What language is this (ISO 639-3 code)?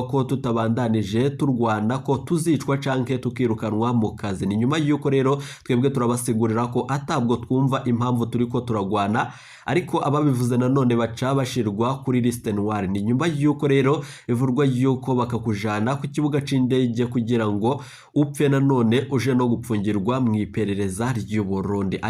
run